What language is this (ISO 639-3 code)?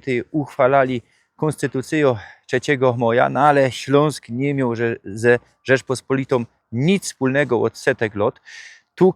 szl